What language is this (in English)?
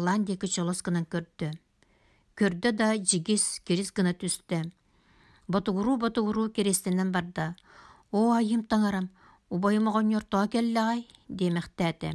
Yakut